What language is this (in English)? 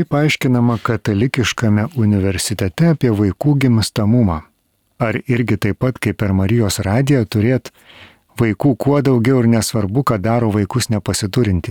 Lithuanian